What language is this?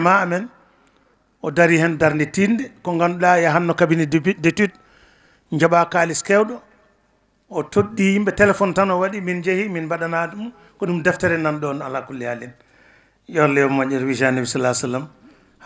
Fula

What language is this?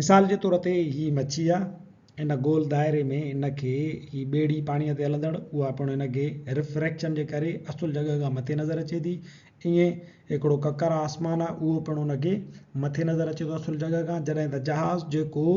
Sindhi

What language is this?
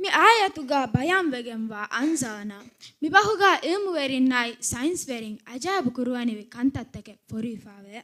Divehi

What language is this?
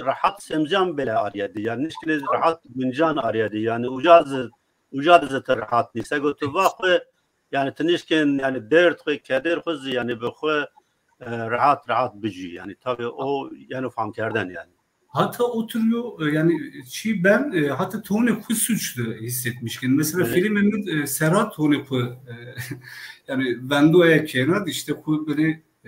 Zaza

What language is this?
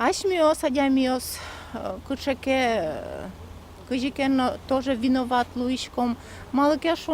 Udmurt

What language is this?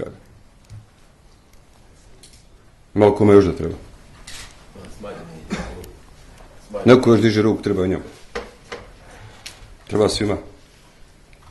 Bosnian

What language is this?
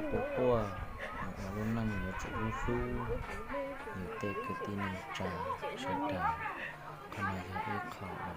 Hmong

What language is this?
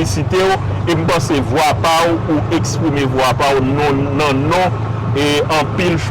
Haitian Creole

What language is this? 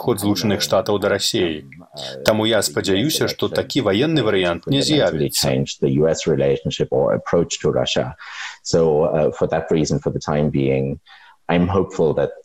Belarusian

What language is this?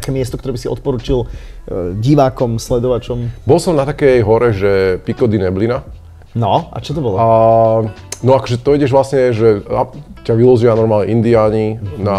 Slovak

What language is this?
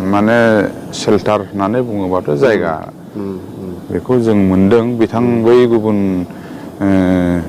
Bodo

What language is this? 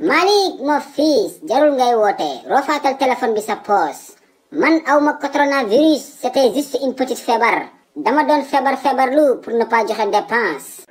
Wolof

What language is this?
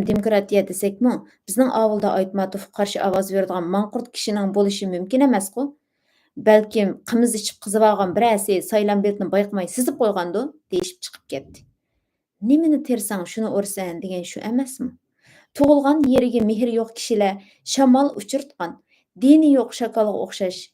Uyghur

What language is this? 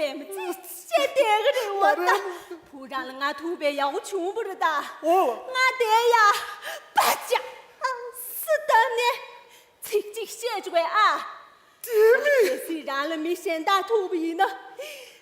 Tibetan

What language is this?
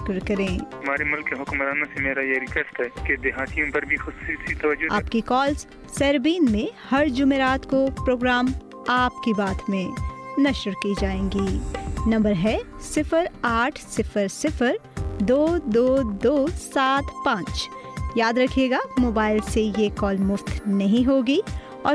Urdu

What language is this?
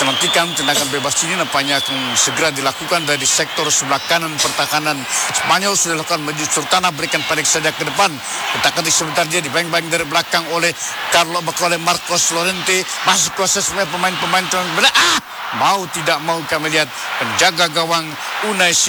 Indonesian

